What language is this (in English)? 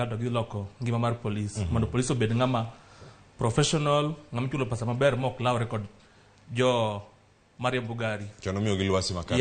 Luo (Kenya and Tanzania)